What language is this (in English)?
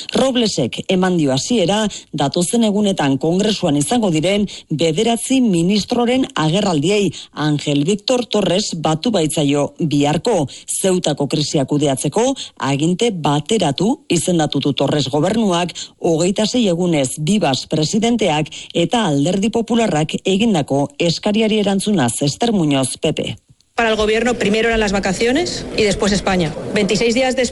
Basque